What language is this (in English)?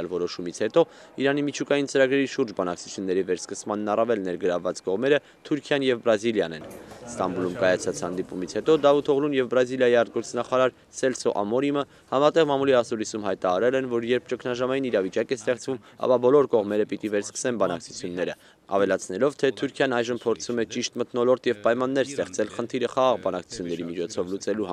Armenian